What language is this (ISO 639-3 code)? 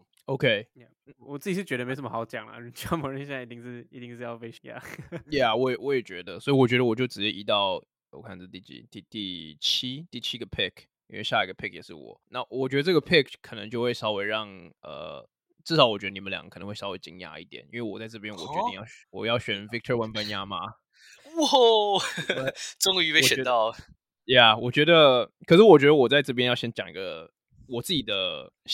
zho